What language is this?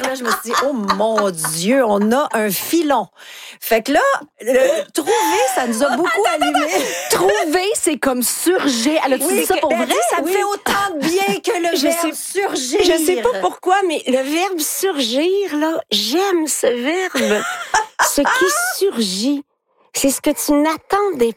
French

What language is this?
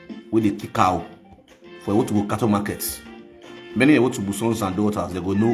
Nigerian Pidgin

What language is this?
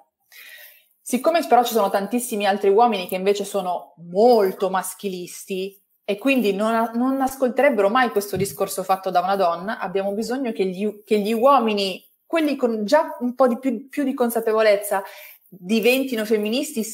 Italian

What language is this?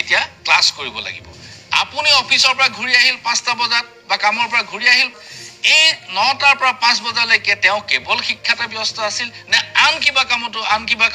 Assamese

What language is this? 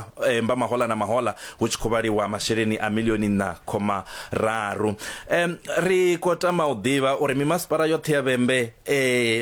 Venda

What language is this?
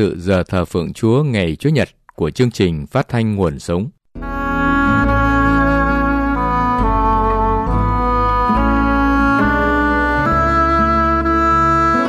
Vietnamese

